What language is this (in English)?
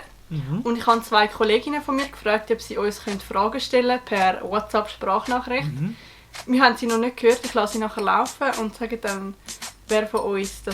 Swiss German